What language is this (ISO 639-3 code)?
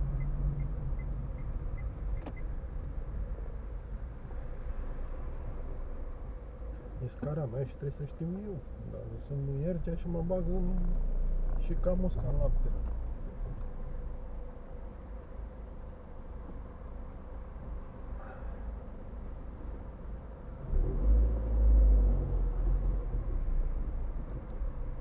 ron